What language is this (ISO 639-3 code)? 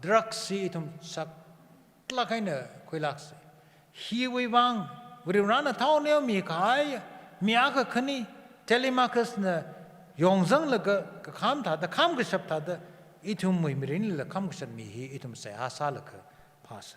nmf